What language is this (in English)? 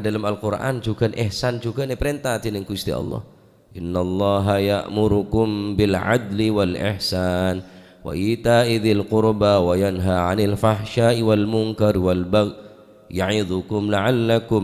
Madurese